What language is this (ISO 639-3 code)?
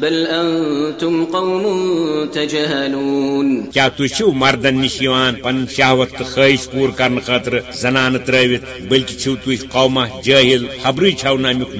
kas